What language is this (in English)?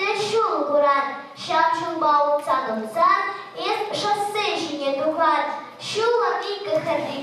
Chuvash